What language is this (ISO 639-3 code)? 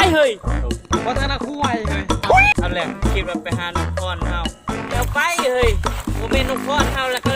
tts